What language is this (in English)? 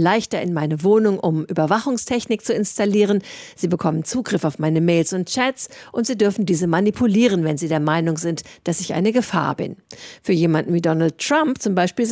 German